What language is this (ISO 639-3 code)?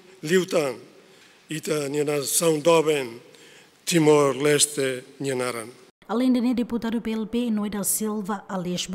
tet